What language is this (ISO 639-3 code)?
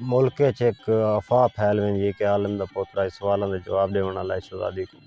skr